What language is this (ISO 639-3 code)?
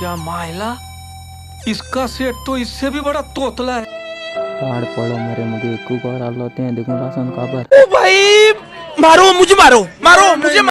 kok